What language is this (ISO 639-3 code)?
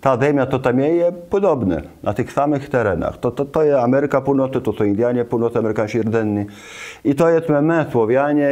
csb